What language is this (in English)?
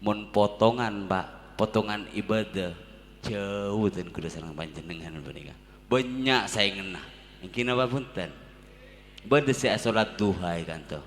Madurese